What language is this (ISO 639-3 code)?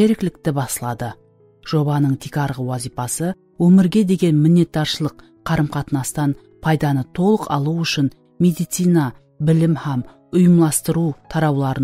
kaa